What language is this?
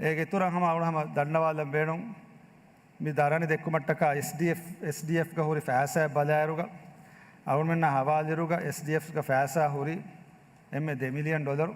Divehi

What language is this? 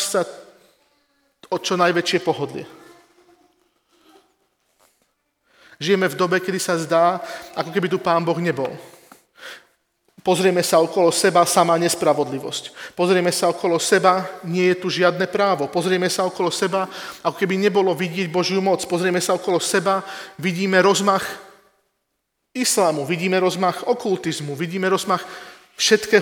Slovak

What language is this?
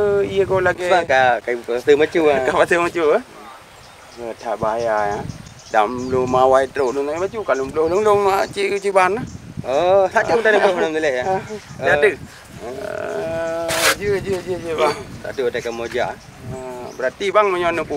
Achinese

